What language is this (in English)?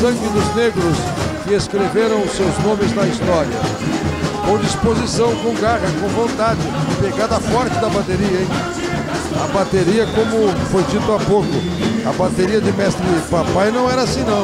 Portuguese